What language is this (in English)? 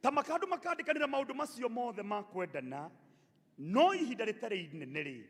Kikuyu